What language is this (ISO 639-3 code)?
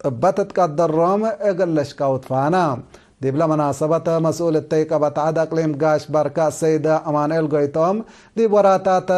tig